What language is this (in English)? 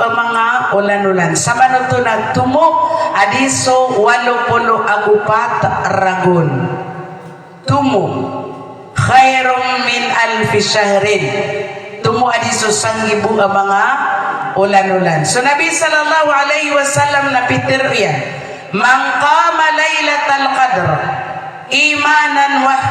Maranao